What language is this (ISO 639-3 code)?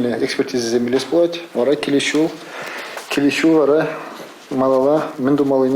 chv